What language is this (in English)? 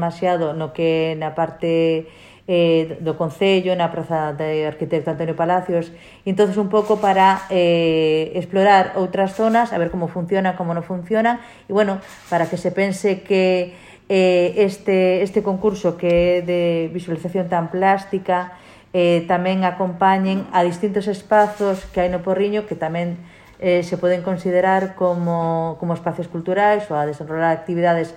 Galician